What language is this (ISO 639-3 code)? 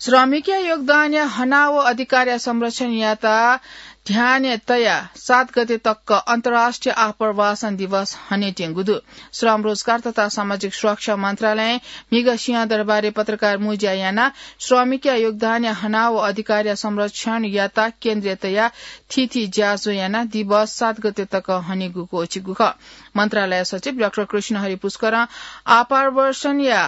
new